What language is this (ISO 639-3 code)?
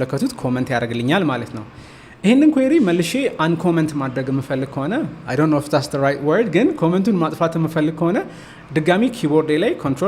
amh